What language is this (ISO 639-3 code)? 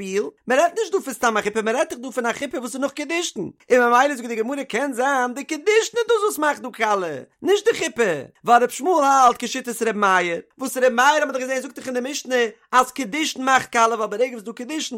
yid